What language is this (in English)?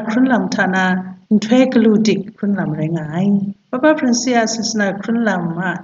Kachin